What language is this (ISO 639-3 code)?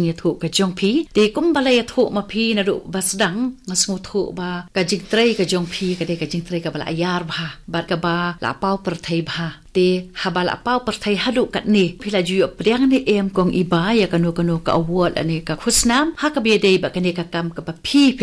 kha